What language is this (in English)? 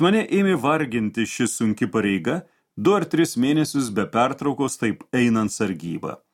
Lithuanian